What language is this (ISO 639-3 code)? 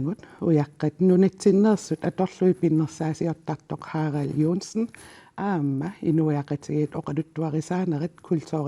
kal